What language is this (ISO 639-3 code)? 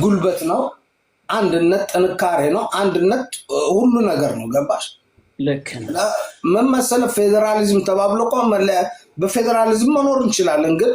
amh